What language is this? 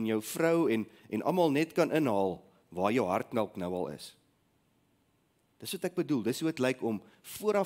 Afrikaans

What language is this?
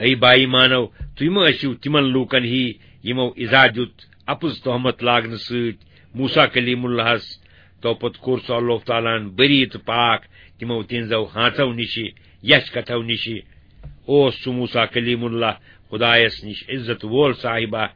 Kashmiri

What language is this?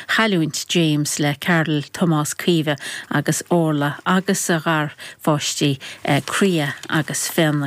Irish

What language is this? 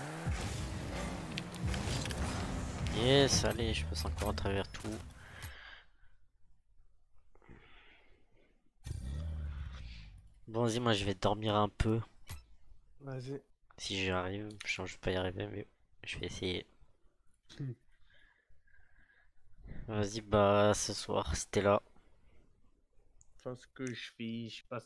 French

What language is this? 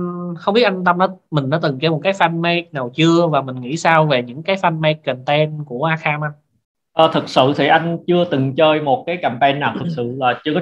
Vietnamese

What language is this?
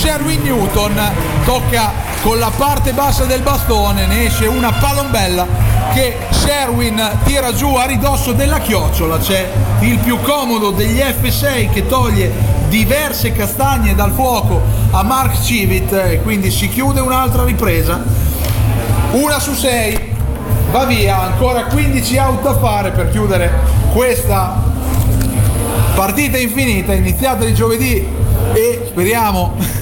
Italian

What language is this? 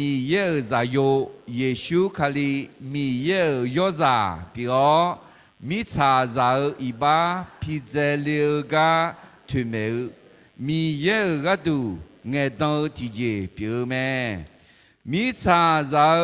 Akha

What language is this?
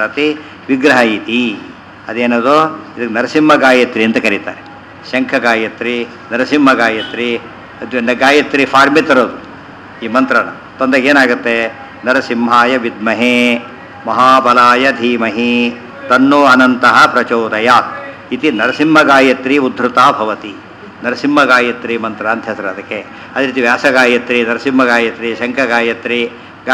Kannada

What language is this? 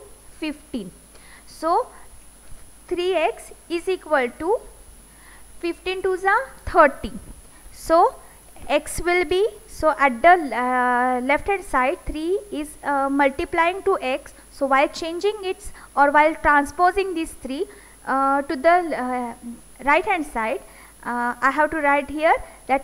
English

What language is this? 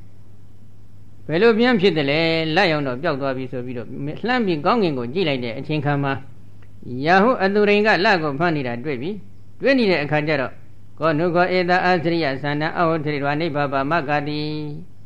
Burmese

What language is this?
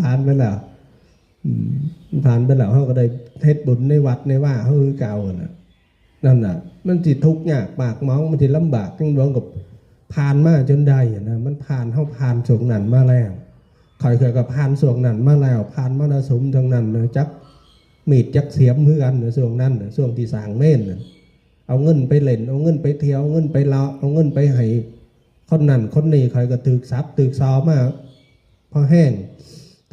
Northeastern Thai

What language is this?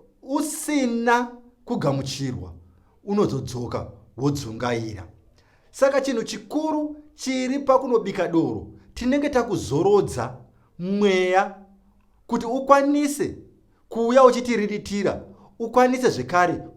Shona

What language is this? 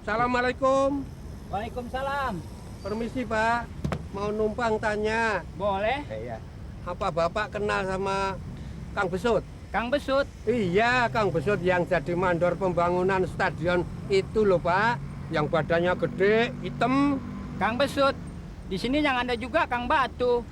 Betawi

